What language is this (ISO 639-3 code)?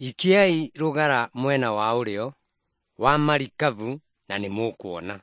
kik